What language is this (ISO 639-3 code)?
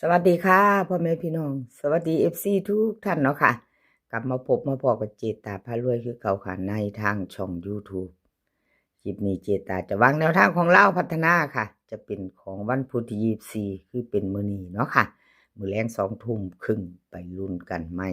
lao